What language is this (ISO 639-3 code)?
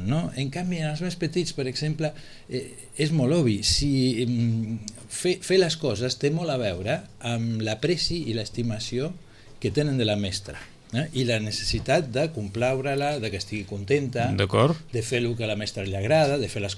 cat